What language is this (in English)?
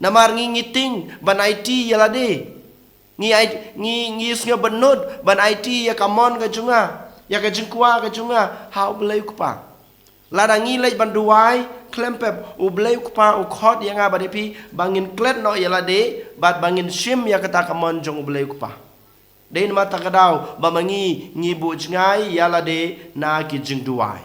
Khasi